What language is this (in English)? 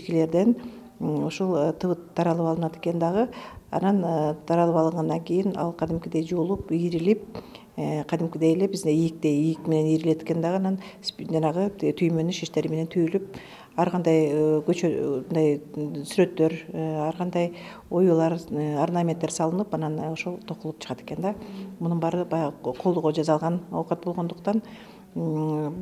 Kyrgyz